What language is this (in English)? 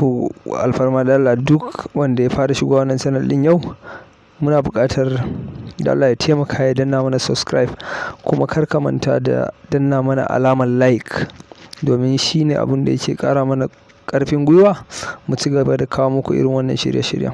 Hausa